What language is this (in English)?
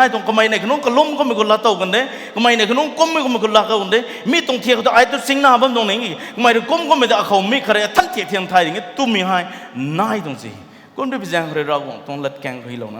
Rongmei Naga